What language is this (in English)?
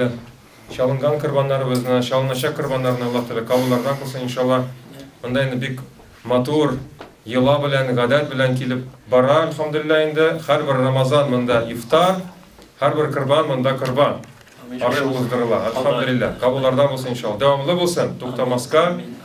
Tatar